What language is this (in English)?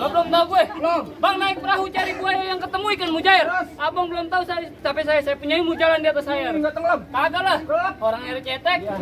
Betawi